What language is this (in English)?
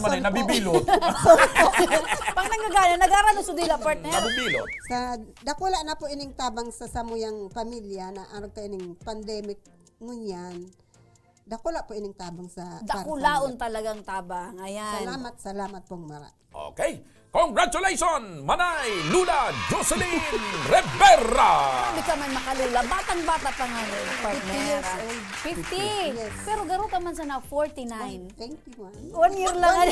Bikol